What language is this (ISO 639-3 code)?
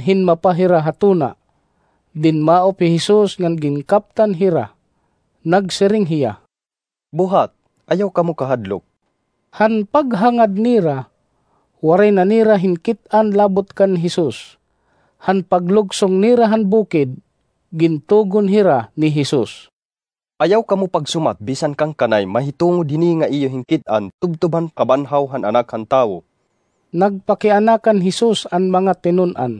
war